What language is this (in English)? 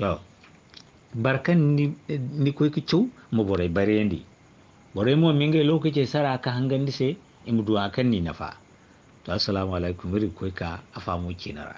Zarma